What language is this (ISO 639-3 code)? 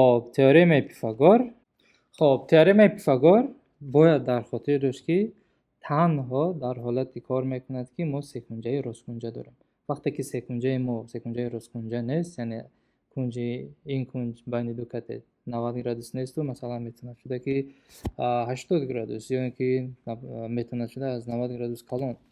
tgk